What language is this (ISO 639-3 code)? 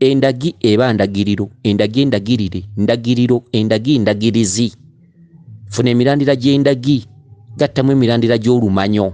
lug